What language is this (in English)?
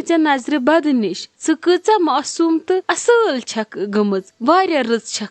Kashmiri